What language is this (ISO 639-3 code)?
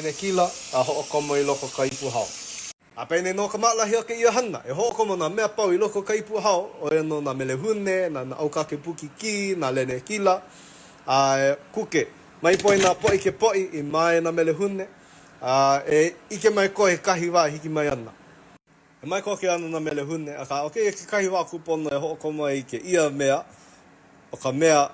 haw